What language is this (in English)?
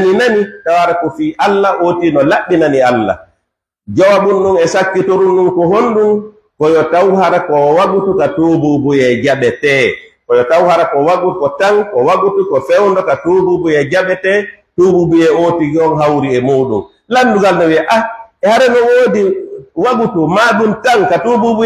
Fula